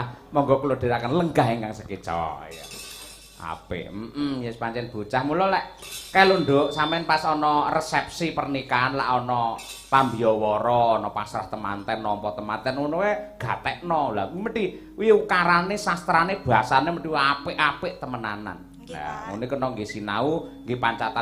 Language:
Javanese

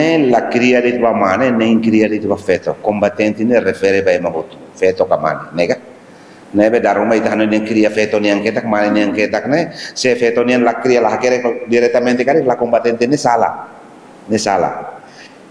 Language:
Tetum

